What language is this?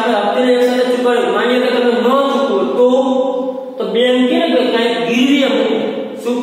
Gujarati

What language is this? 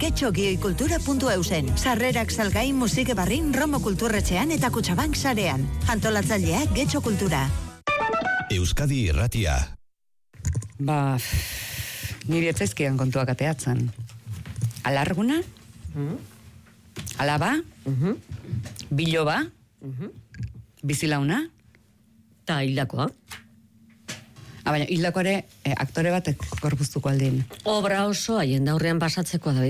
Basque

